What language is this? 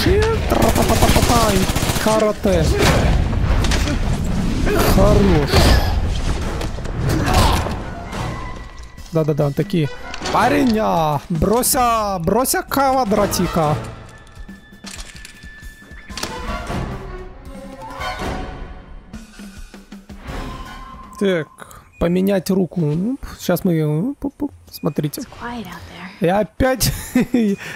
Russian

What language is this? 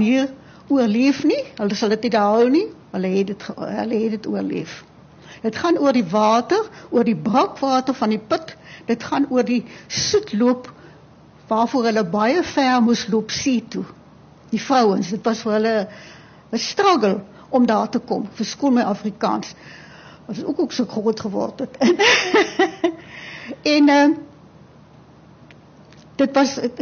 Afrikaans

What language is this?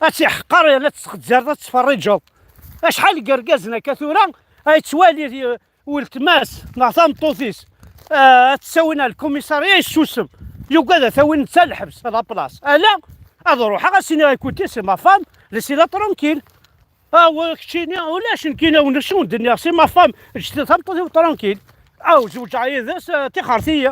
Kabyle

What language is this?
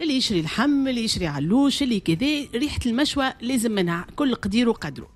Tunisian Arabic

